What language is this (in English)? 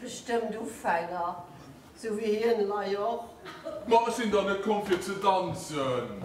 Luxembourgish